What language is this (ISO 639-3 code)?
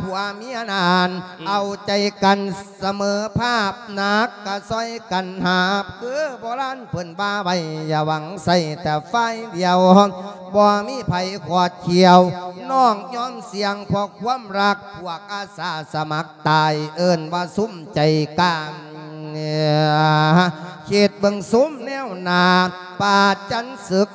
lao